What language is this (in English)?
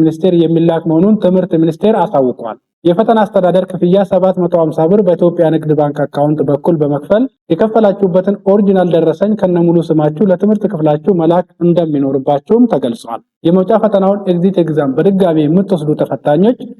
Amharic